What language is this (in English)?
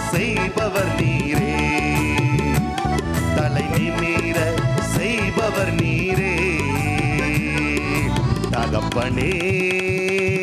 Tamil